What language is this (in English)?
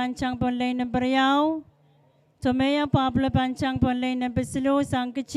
Pohnpeian